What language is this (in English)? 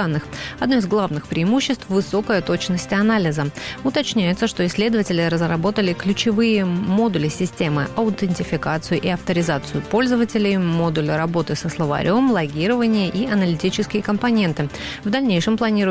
Russian